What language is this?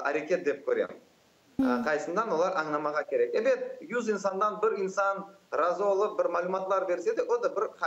Crimean Tatar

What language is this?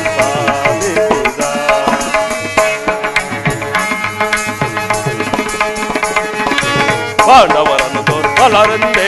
Kannada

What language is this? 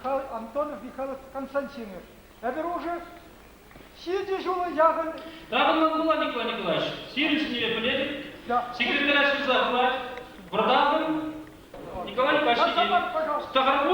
Chuvash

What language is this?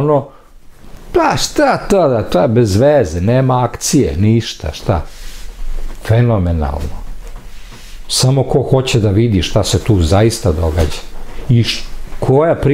Serbian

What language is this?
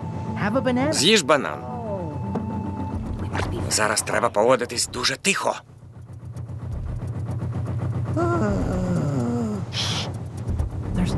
Ukrainian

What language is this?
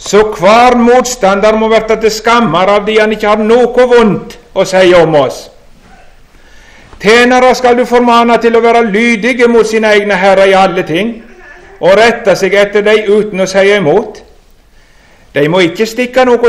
Norwegian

